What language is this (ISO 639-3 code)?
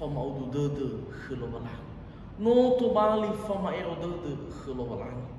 nia